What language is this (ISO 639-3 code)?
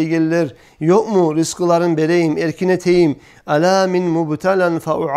kum